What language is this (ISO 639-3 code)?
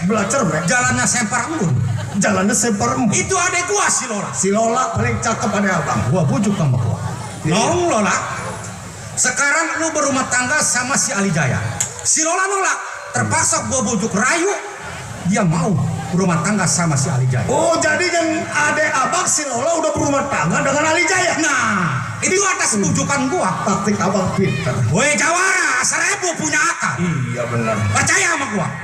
bew